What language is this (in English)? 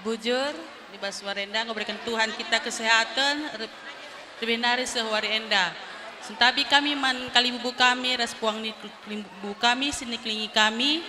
Batak Karo